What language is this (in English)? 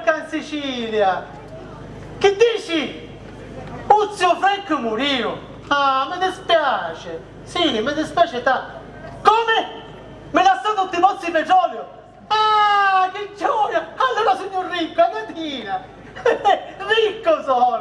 Sicilian